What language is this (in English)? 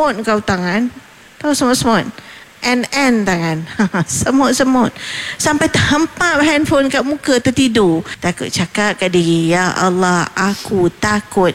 Malay